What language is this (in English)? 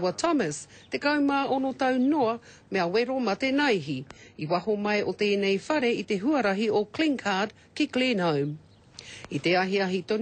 Māori